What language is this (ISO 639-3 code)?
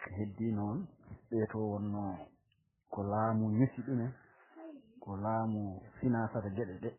ful